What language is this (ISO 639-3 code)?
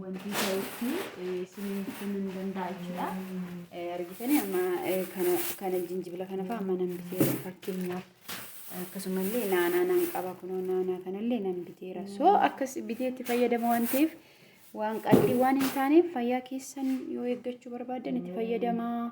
orm